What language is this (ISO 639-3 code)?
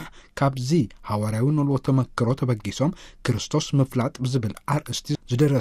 tir